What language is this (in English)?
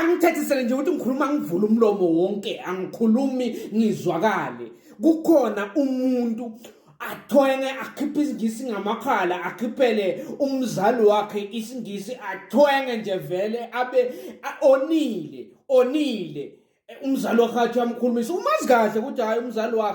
Zulu